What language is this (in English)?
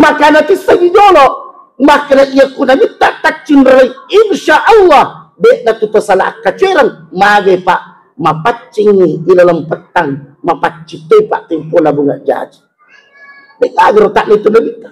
Buginese